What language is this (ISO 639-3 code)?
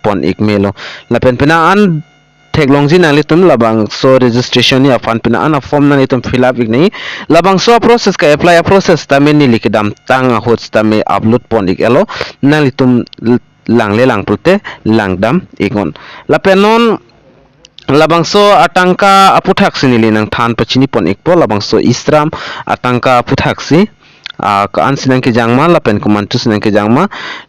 mjw